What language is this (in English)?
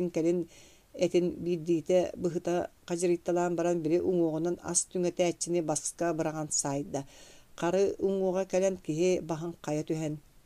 Yakut